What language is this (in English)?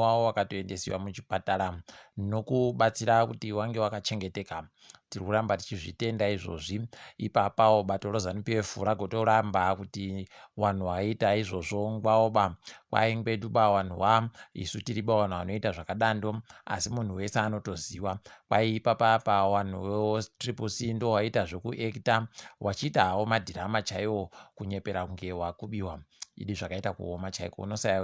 Ndau